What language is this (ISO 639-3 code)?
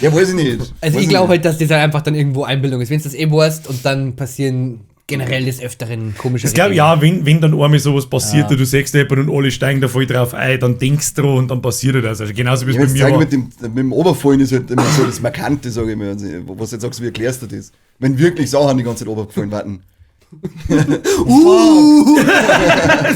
bar